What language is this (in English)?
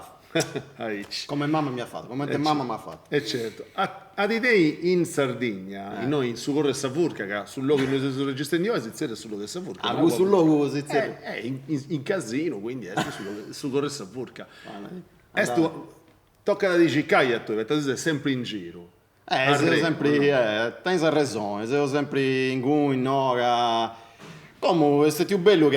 Sardinian